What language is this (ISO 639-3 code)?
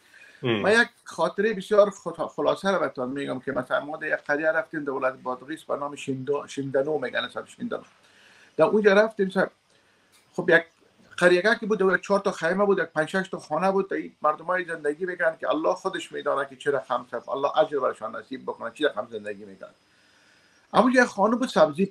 fas